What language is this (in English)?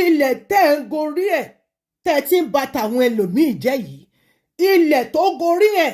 Yoruba